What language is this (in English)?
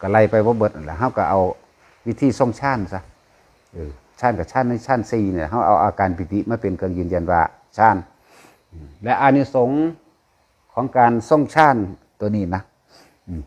Northeastern Thai